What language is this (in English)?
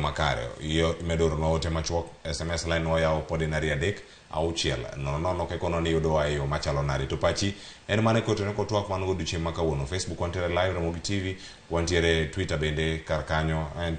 Luo (Kenya and Tanzania)